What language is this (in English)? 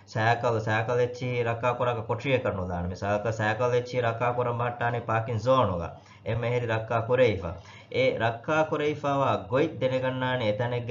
Divehi